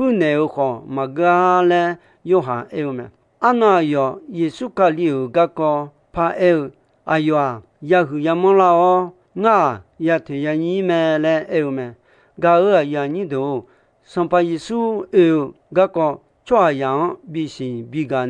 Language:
Akha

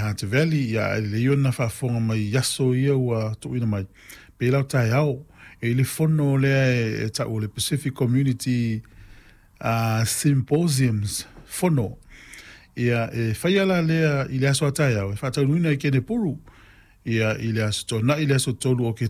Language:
Samoan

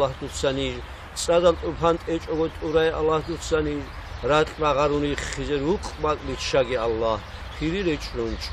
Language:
Avaric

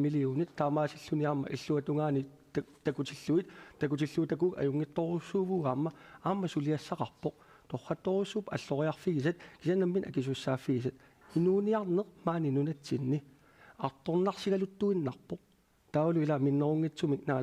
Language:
Kalaallisut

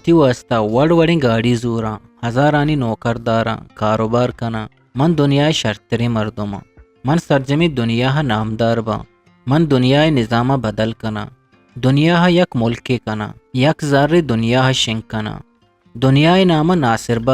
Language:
Eastern Balochi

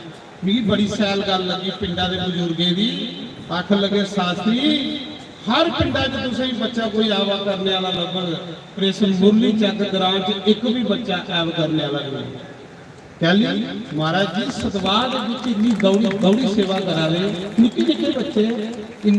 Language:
Dogri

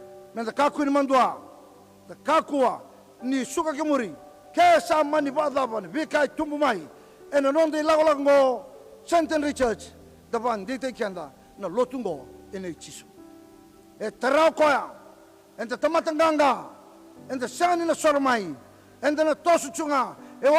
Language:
Fijian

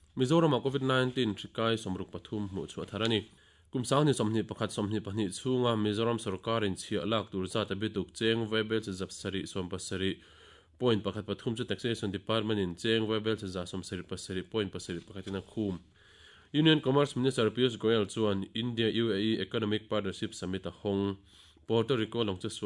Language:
Mizo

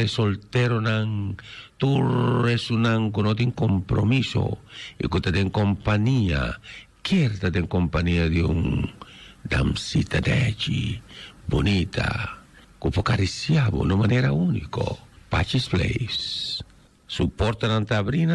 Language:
Papiamento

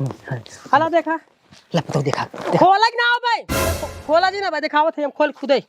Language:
Awadhi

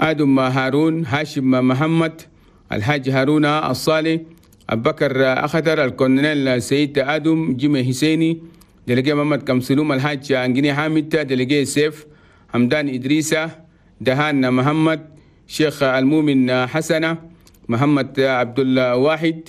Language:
Chadian Arabic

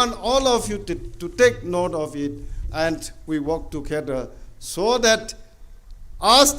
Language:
Tangkhul Naga (India)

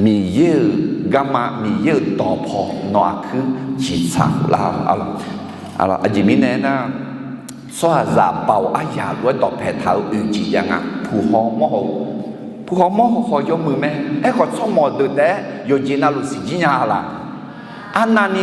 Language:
Akha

